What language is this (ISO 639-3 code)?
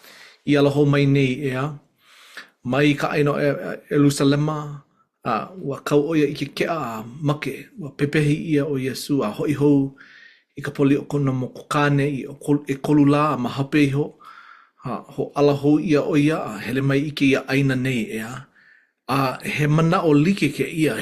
haw